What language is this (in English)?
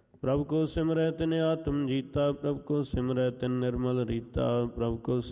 Punjabi